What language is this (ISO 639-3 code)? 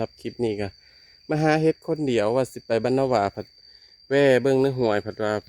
tts